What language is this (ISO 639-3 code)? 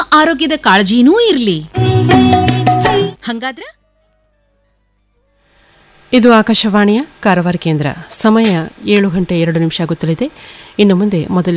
kan